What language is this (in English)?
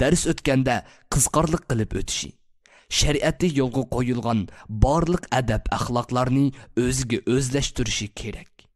Uyghur